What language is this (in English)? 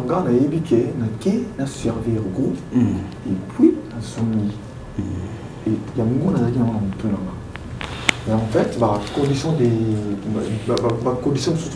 Lingala